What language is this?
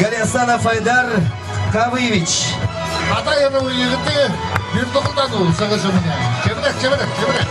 Bashkir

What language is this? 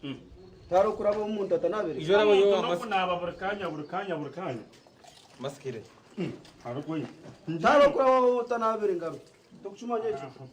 Nyankole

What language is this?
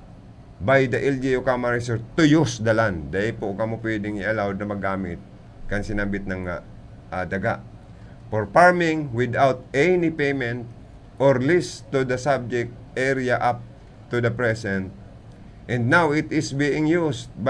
Bikol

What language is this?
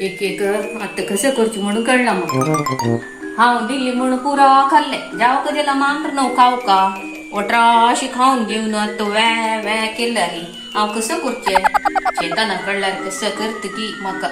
Konkani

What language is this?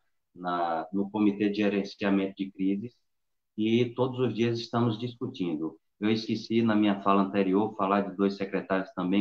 Portuguese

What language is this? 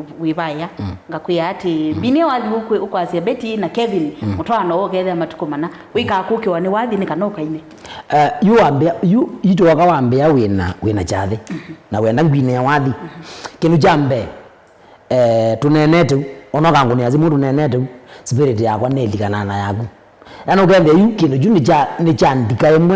Kamba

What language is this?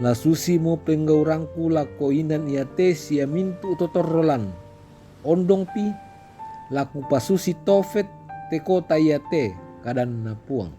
Toraja-Sa'dan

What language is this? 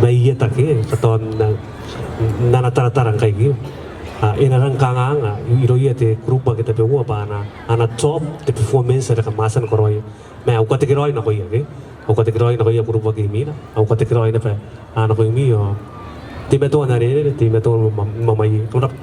Gilbertese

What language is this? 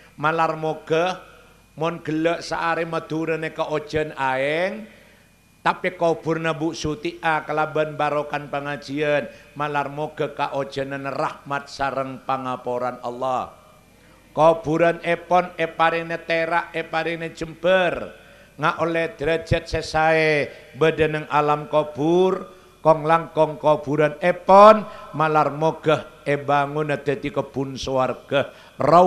Madurese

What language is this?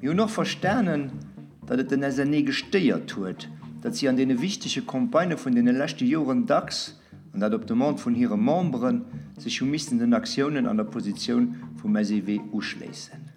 Luxembourgish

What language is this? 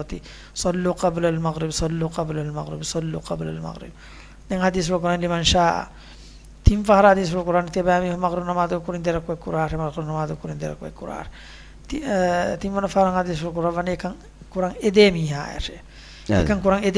Divehi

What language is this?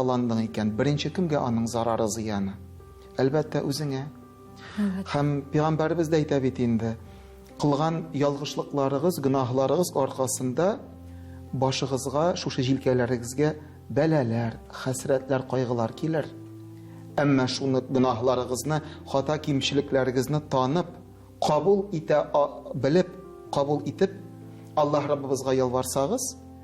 Tatar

